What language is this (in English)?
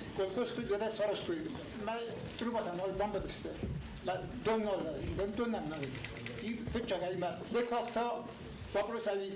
Ossetic